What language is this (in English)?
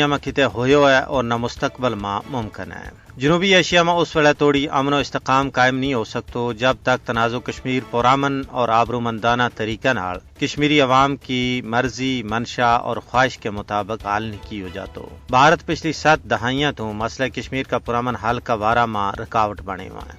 Gujari